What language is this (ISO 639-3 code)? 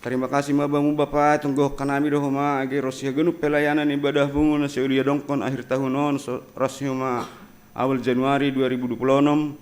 bts